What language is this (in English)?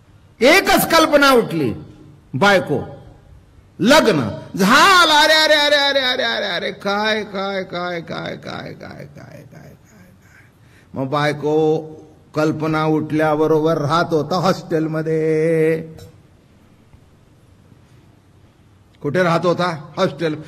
Marathi